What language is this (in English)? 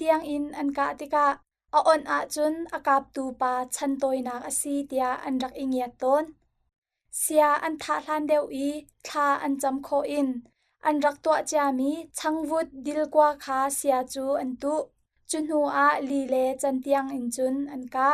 Hakha Chin